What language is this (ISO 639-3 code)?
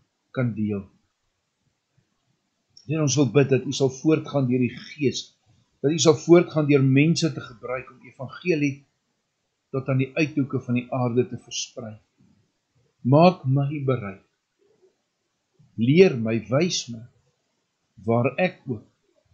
afr